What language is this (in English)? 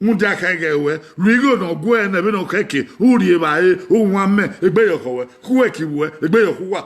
Bini